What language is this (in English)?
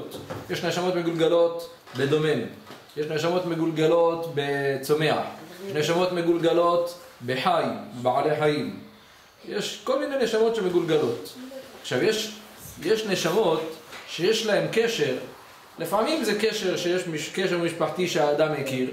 Hebrew